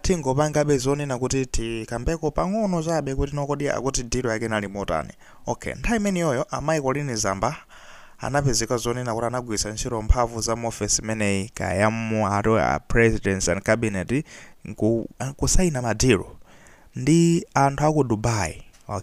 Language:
Nyanja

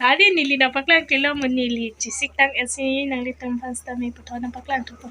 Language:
Karbi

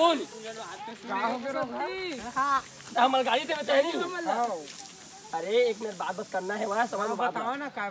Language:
Chhattisgarhi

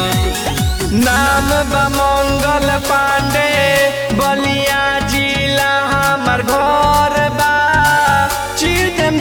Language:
Bhojpuri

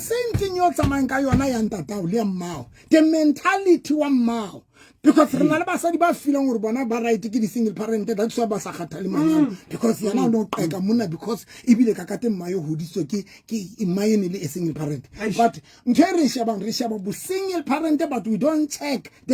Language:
Southern Sotho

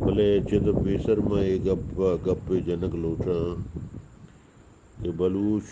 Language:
Eastern Balochi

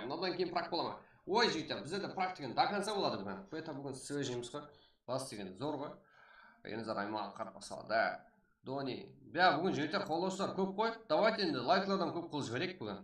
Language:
Kara-Kalpak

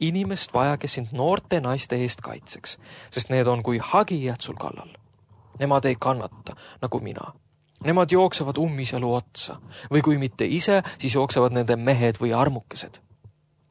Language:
Estonian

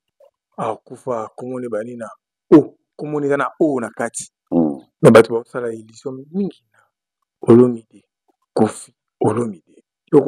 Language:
Lingala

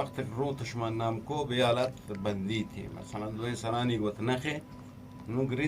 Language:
Eastern Balochi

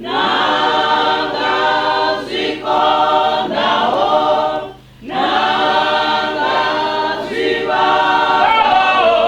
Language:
Venda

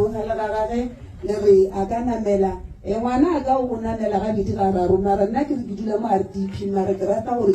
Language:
Northern Sotho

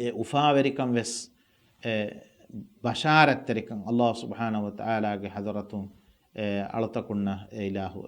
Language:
Divehi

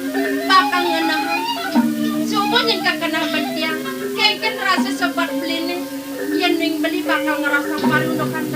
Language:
Balinese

